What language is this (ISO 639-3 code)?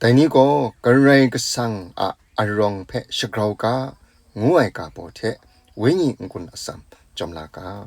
kac